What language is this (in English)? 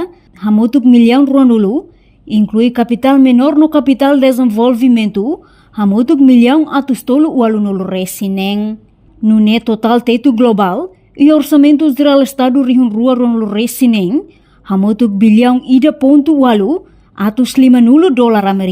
Tetum